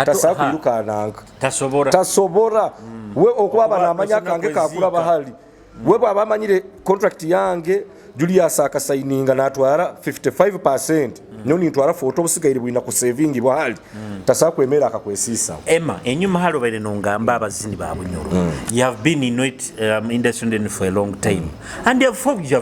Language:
Nyoro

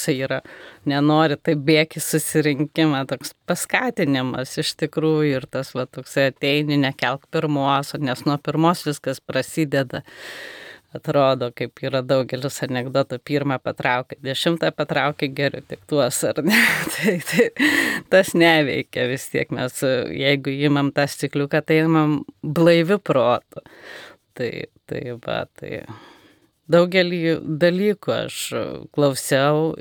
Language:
Lithuanian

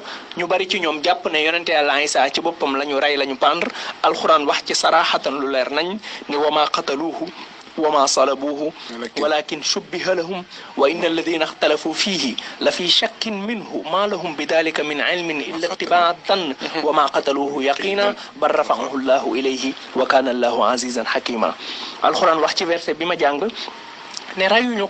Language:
Wolof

